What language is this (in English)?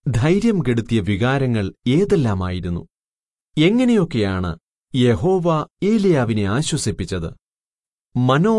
Malayalam